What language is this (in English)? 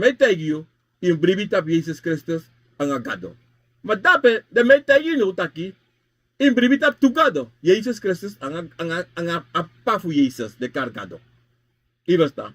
Sranan Tongo